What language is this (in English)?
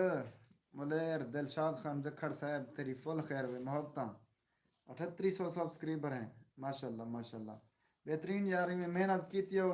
Saraiki